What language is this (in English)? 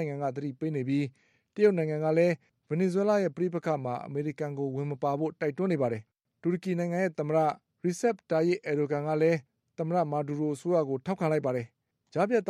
Burmese